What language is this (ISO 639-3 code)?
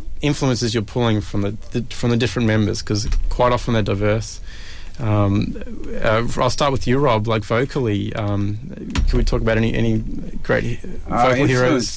eng